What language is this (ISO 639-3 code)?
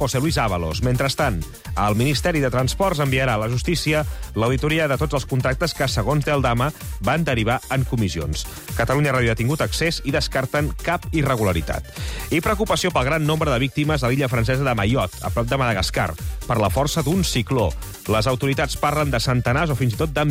cat